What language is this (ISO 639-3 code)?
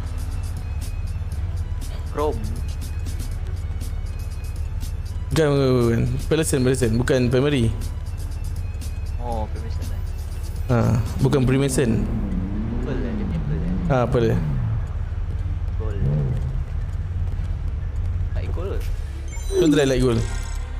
msa